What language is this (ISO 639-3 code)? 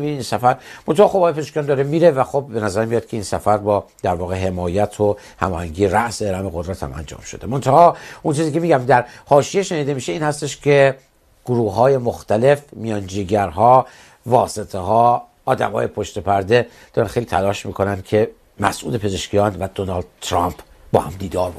fas